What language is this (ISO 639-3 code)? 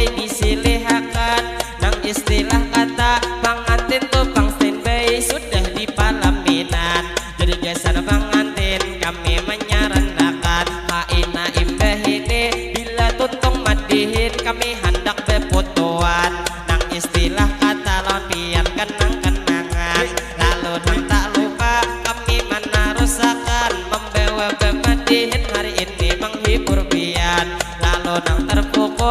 bjn